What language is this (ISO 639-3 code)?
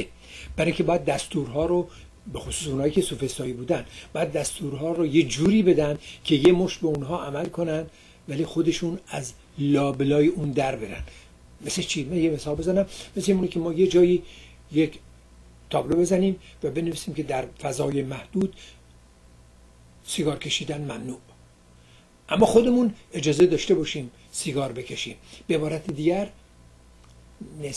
fas